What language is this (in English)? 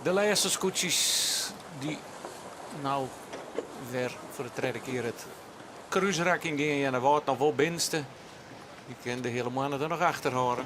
Western Frisian